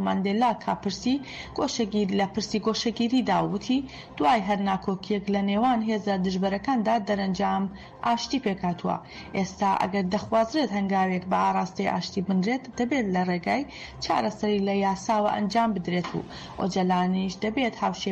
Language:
Central Kurdish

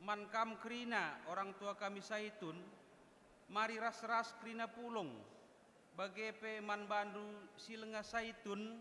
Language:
Batak Karo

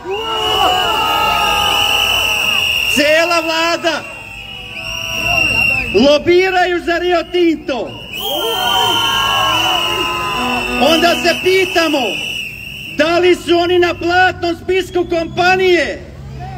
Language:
Serbian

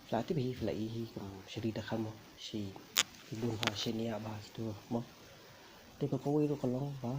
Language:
Khasi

